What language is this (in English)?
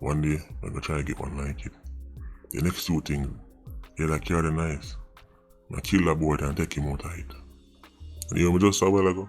Jamaican Creole English